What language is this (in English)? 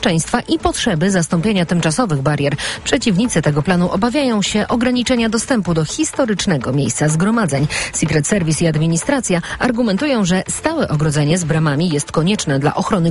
Polish